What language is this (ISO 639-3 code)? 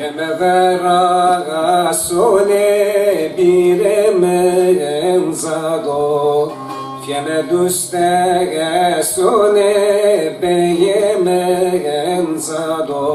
zza